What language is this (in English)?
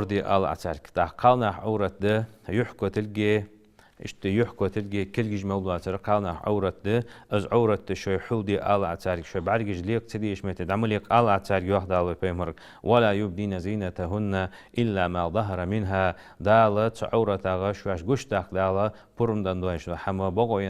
Ingush